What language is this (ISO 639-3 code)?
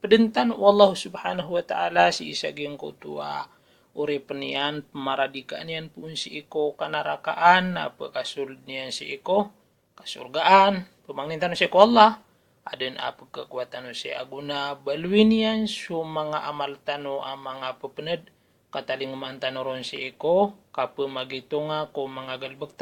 mrw